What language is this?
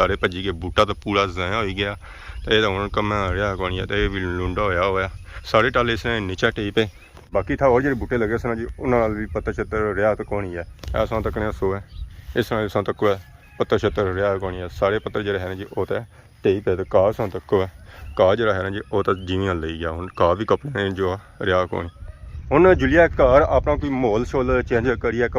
Pahari-Potwari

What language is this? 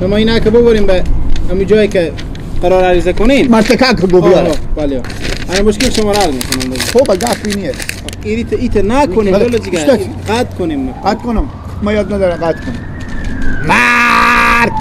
Persian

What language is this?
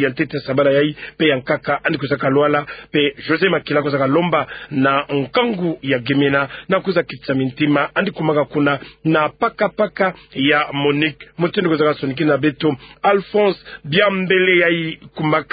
Kituba (Democratic Republic of Congo)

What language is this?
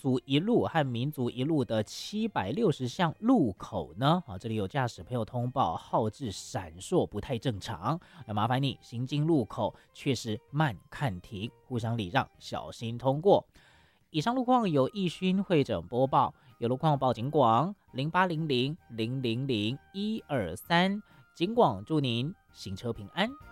Chinese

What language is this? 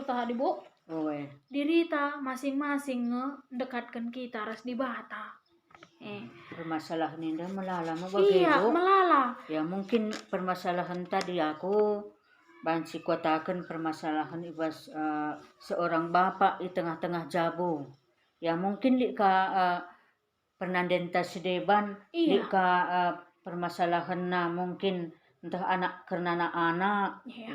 Batak Karo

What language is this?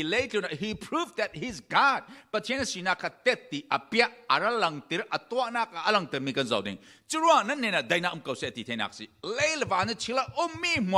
Falam Chin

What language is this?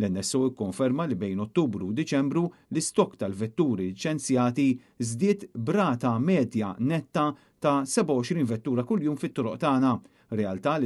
Maltese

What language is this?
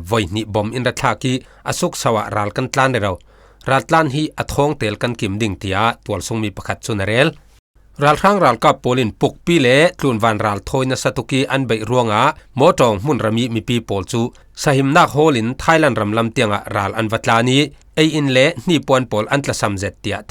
Falam Chin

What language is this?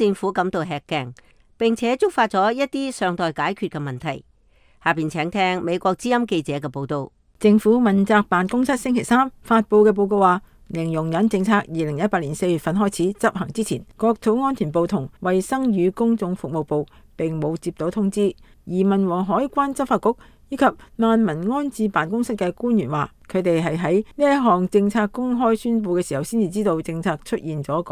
Cantonese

